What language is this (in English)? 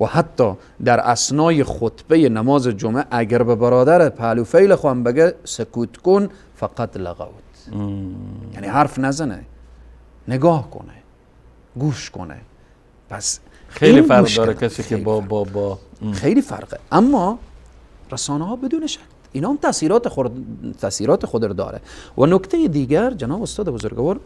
Persian